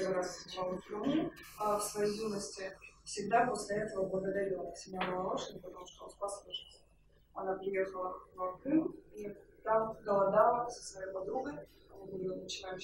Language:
Russian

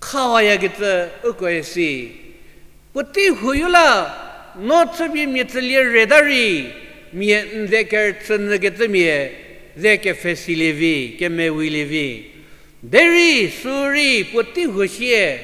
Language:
Angami Naga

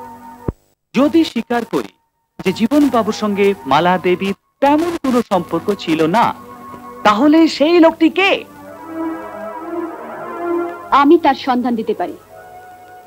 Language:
Bangla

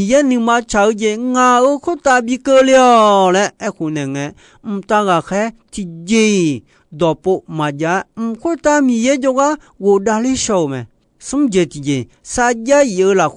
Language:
Akha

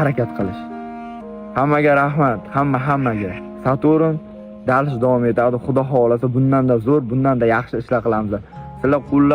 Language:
Uzbek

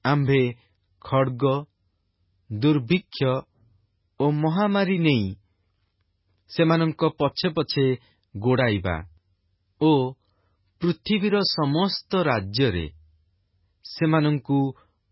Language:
Odia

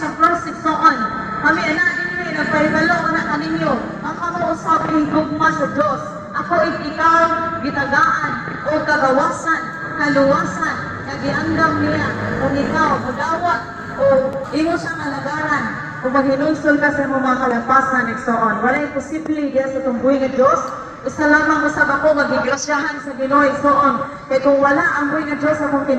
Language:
Cebuano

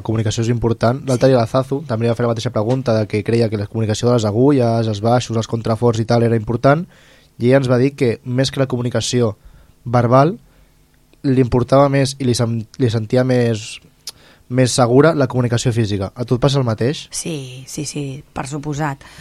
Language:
Catalan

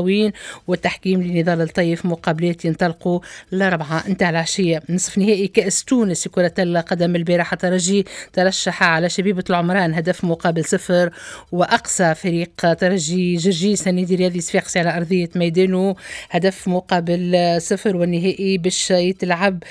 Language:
Tunisian Arabic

